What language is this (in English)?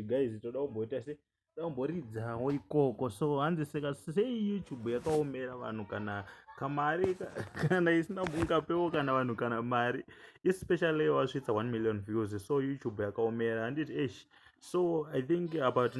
Shona